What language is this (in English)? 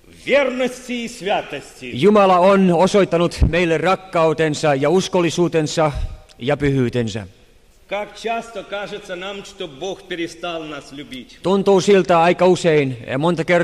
Finnish